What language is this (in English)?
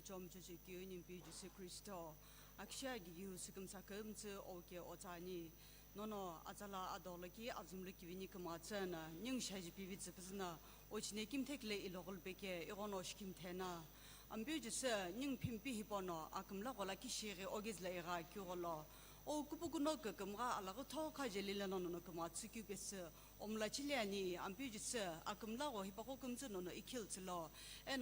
Sumi Naga